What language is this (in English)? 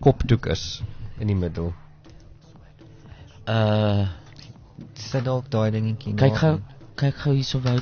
Afrikaans